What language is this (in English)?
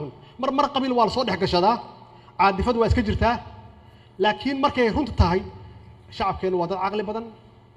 Somali